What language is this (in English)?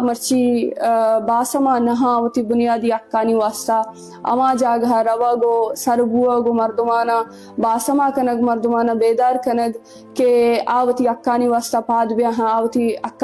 Eastern Balochi